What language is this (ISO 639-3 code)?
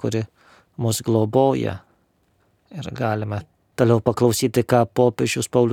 lit